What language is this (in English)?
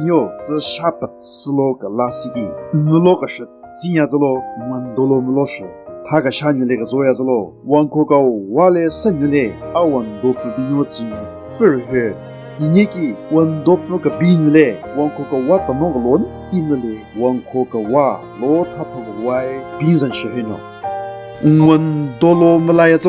Southern Rengma Naga